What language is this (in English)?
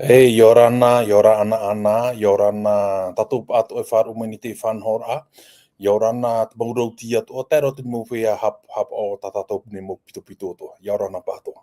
Tahitian